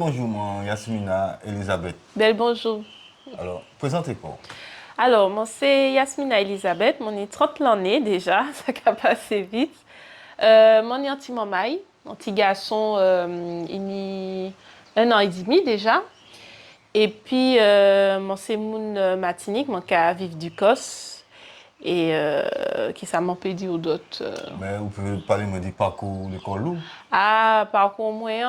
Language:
Guadeloupean Creole French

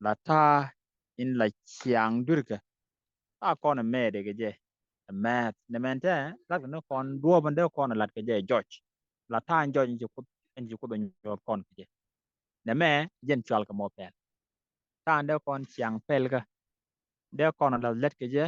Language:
Nuer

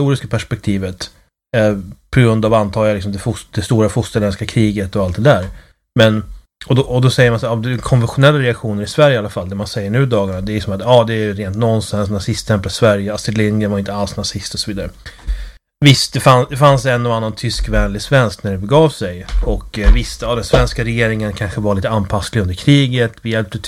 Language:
Swedish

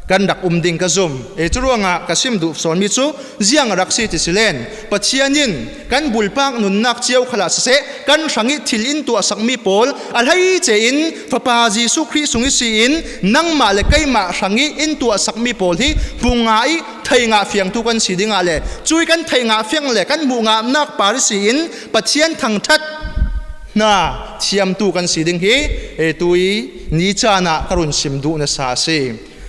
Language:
Falam Chin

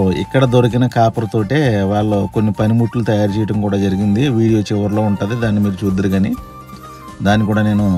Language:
Telugu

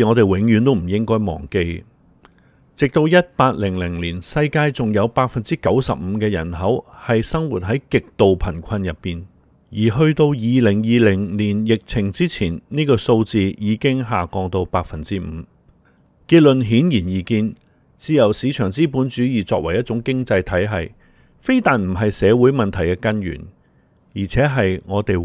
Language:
Cantonese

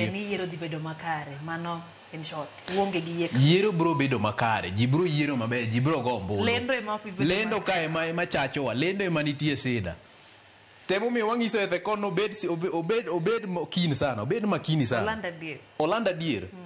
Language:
Luo (Kenya and Tanzania)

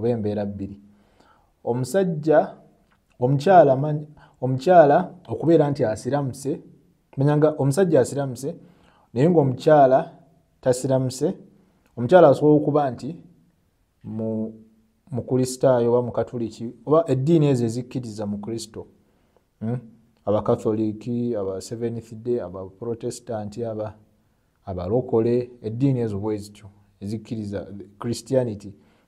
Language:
Ganda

